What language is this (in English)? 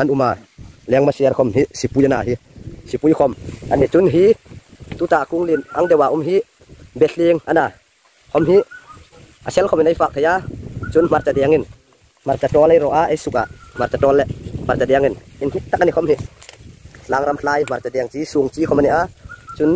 Hmar